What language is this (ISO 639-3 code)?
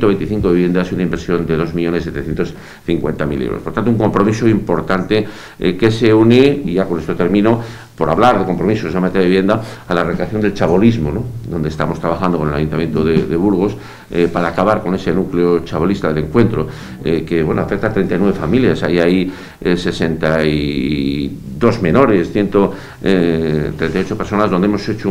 spa